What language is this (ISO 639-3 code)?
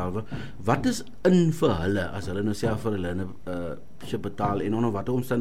afr